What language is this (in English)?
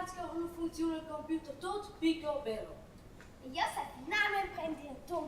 Romansh